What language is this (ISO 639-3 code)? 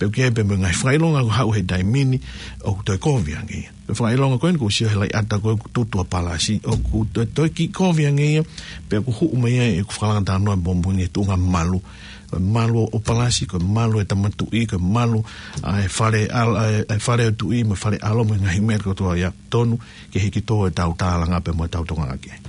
ton